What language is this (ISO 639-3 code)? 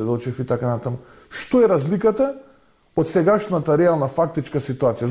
mkd